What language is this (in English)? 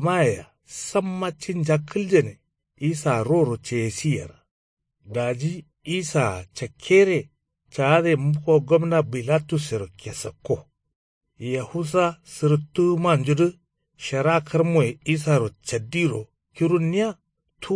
Kanuri